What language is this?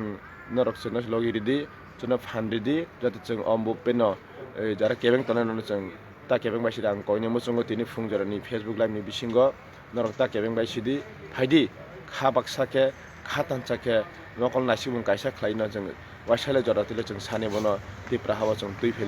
Kok Borok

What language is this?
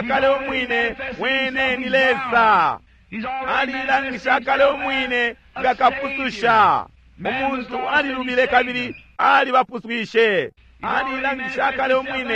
Bemba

